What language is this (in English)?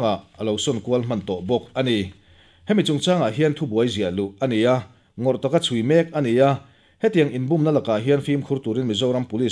Mizo